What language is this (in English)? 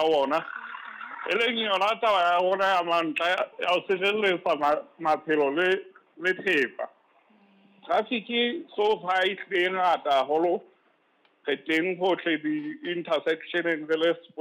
Southern Sotho